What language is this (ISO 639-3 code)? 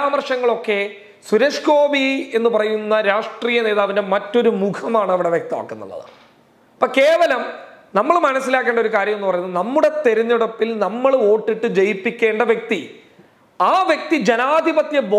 mal